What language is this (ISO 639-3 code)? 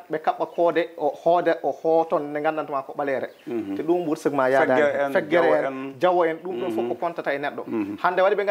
ful